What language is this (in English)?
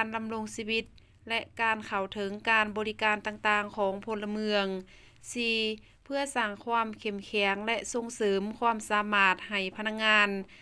Lao